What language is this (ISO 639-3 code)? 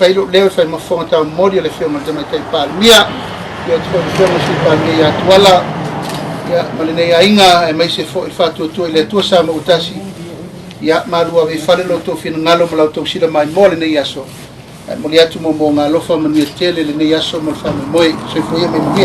smo